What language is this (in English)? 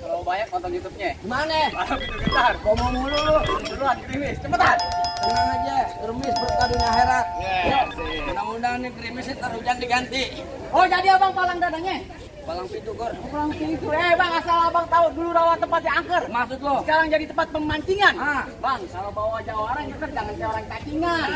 Betawi